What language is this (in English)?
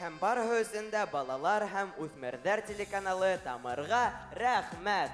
Bashkir